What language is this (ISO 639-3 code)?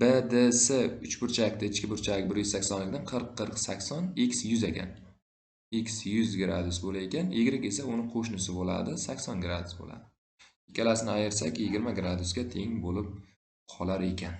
uzb